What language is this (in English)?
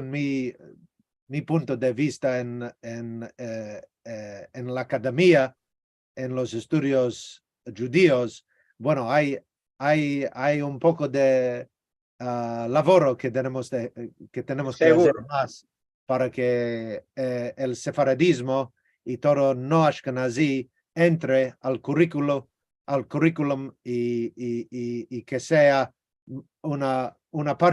Ladino